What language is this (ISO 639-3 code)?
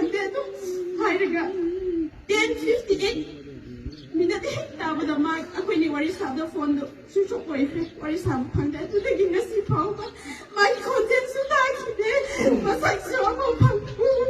mni